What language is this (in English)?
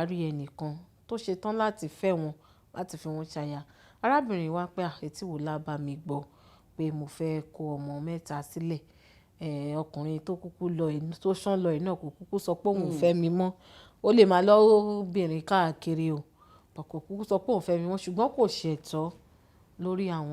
Yoruba